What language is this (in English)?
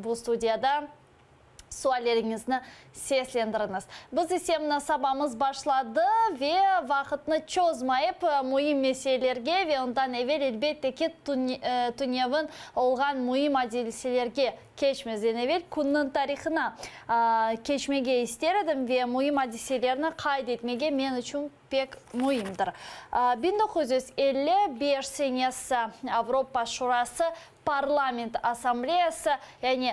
Crimean Tatar